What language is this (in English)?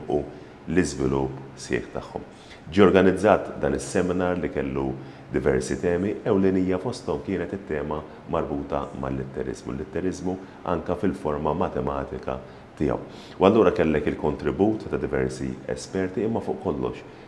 Maltese